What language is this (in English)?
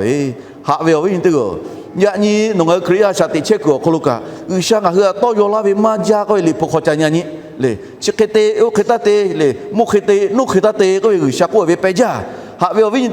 Lahu